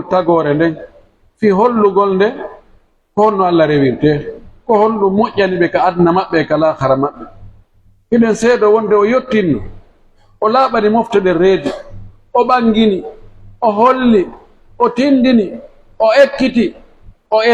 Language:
Pular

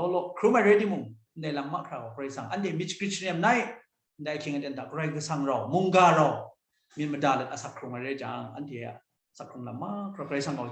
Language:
Kachin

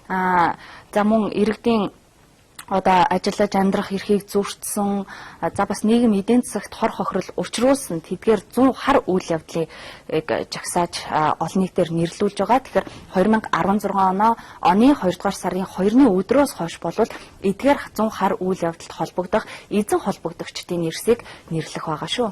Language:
Mongolian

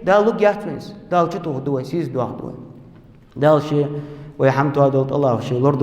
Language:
Ingush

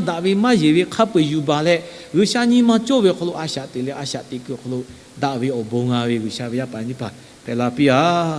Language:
Lahu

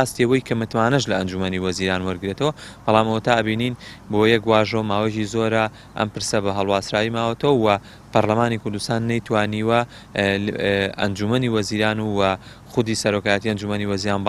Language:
Central Kurdish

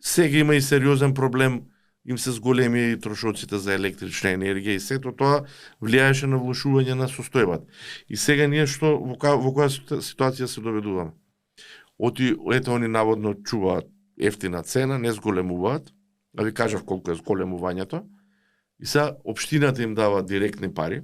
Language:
Macedonian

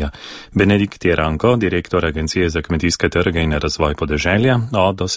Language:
Slovenian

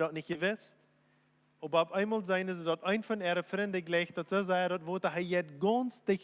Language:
Plautdietsch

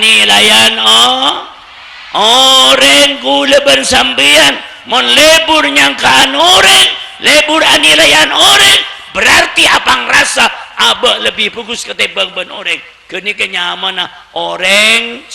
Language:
Madurese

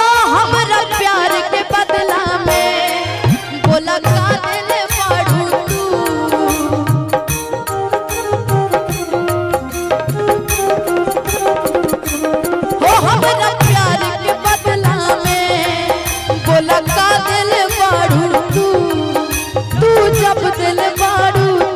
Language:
Bhojpuri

